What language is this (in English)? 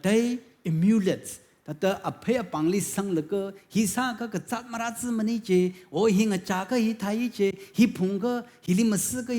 Tangkhul Naga (India)